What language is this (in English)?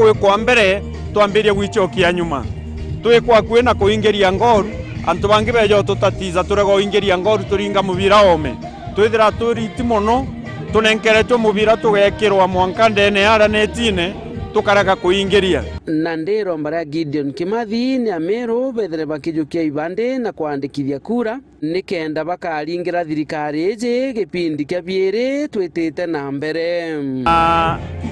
Meru